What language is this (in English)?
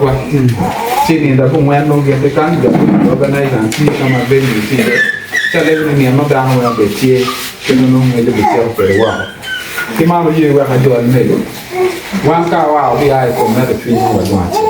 Acoli